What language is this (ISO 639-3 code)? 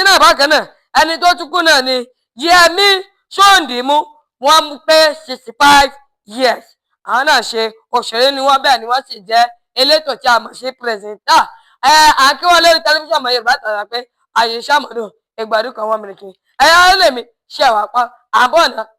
yor